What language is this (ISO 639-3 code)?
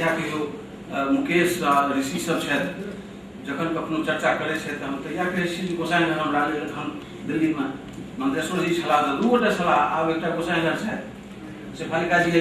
mai